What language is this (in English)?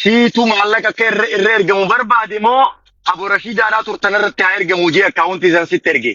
Oromo